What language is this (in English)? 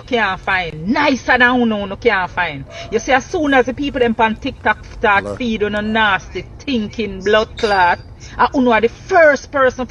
Jamaican Creole English